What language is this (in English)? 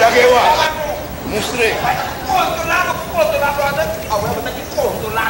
Papiamento